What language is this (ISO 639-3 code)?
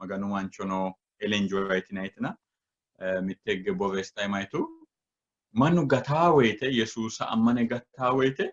sid